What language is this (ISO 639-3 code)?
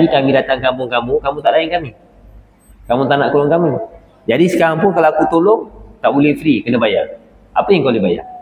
msa